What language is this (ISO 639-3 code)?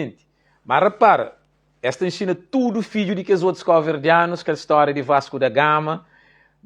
kea